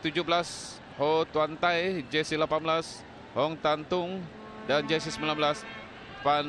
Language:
Malay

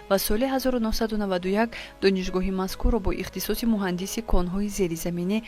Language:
Tajik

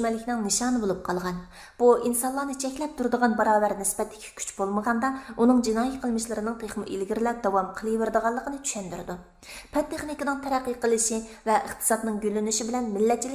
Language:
Uyghur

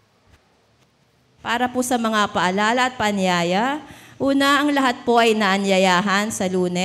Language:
Filipino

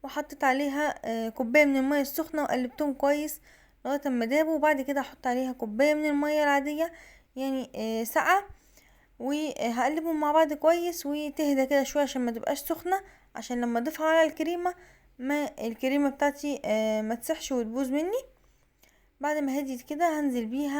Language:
Egyptian Arabic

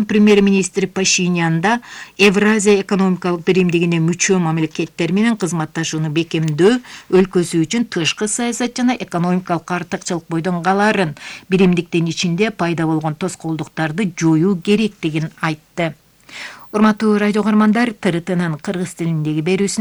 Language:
Kyrgyz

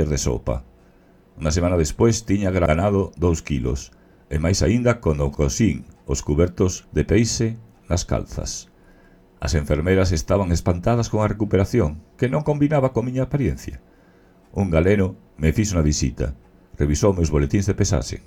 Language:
Galician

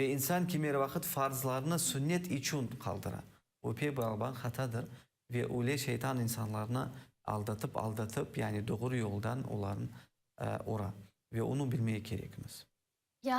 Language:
Crimean Tatar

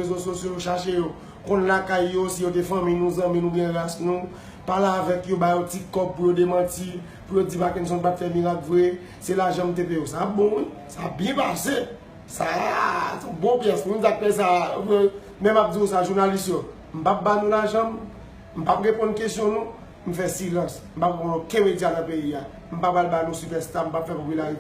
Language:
Haitian Creole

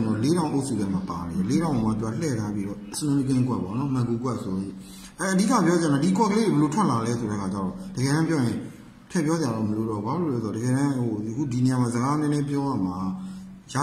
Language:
Burmese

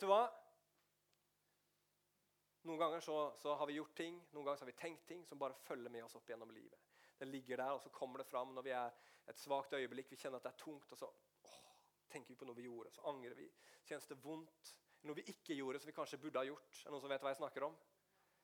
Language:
Norwegian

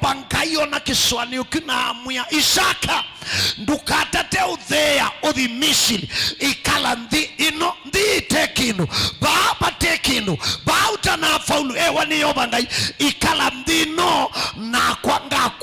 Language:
Kamba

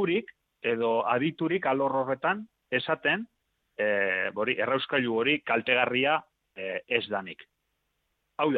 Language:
Basque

